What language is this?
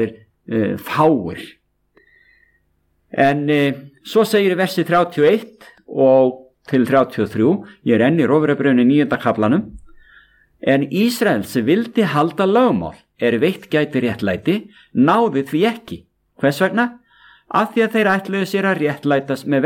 Icelandic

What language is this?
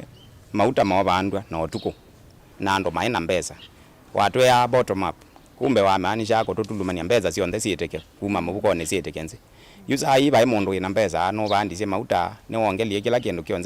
Kamba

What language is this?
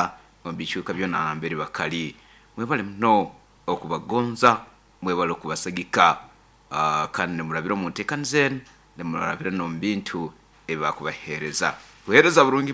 Nyoro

